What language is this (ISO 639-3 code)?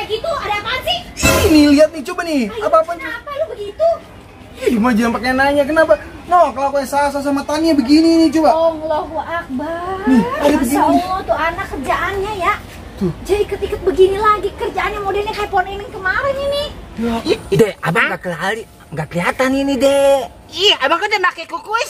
bew